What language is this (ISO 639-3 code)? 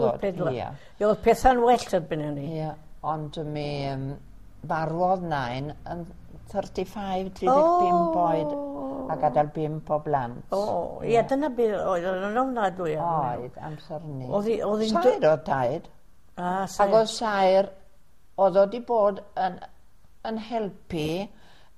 cym